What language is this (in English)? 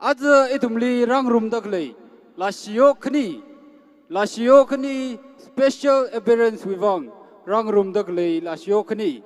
Tangkhul Naga (India)